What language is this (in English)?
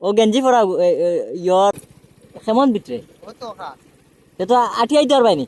Sylheti